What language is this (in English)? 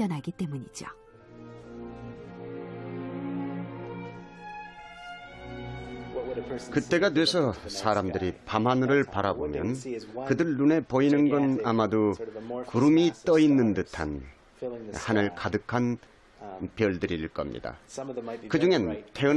Korean